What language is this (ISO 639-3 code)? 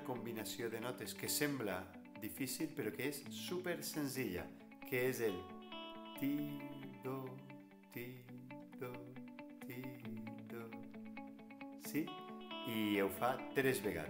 cat